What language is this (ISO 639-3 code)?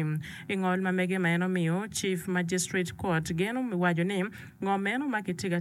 ach